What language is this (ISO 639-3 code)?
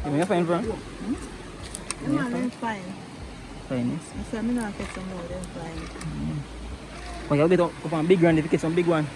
jam